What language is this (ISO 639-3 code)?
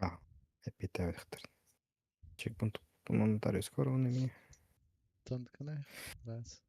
sah